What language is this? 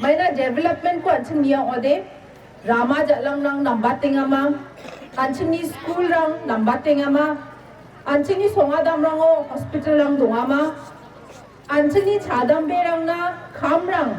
Garo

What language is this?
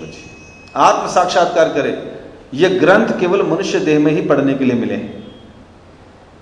Hindi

